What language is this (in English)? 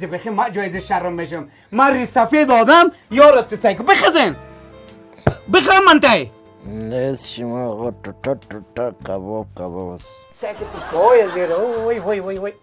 Persian